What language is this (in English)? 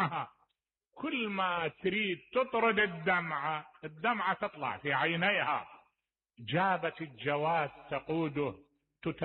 Mesopotamian Arabic